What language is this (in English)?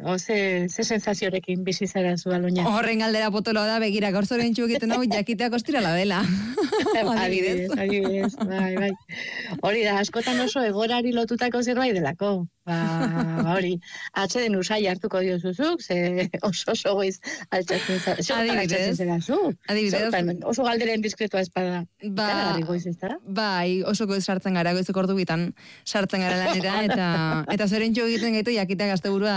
Basque